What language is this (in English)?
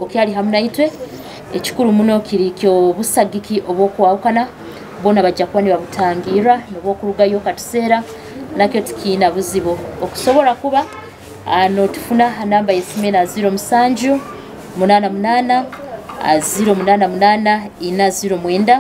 Nyoro